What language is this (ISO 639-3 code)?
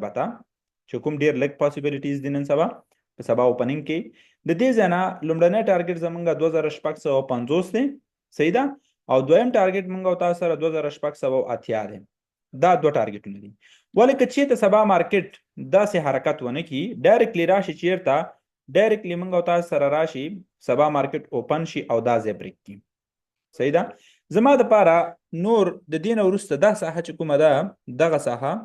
pus